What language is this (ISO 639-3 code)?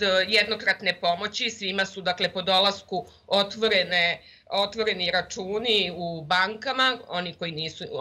srp